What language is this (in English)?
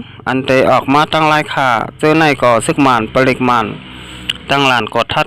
Shan